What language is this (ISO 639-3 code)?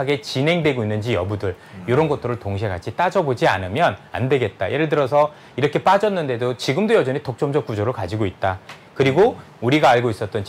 kor